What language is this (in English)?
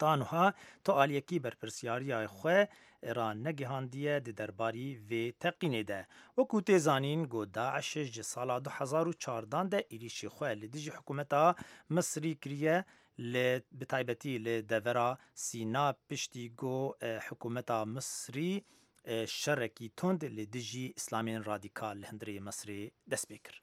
Central Kurdish